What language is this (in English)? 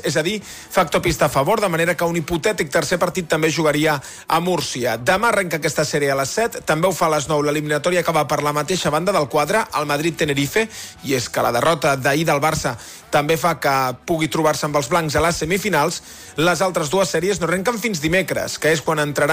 Catalan